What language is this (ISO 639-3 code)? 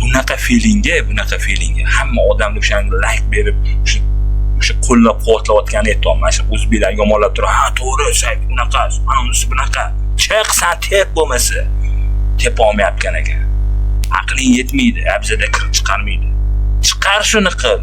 uzb